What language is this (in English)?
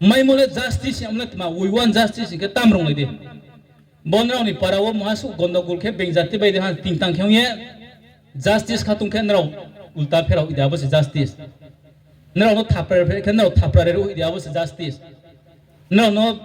Riang (India)